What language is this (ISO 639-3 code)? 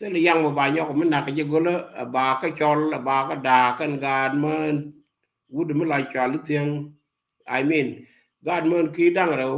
nus